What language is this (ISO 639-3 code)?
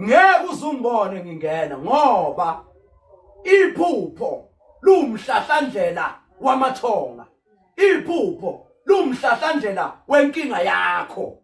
zul